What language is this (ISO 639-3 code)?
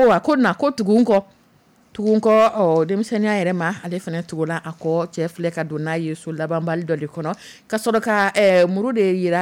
dyu